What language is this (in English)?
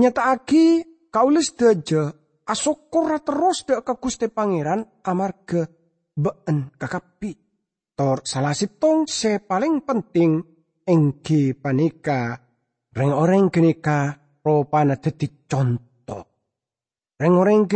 Madurese